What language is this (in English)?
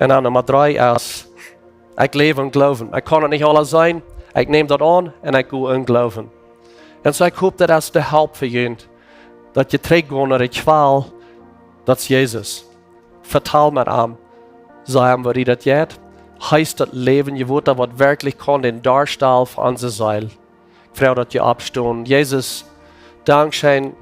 Plautdietsch